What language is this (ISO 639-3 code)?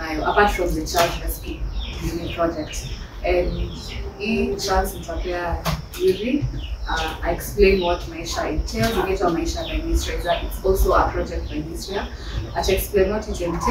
swa